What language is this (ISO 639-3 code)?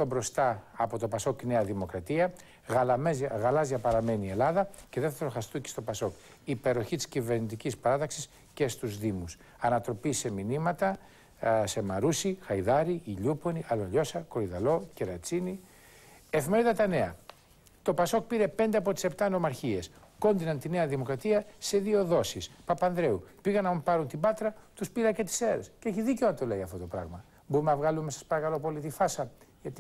ell